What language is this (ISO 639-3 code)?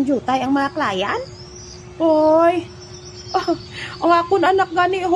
hil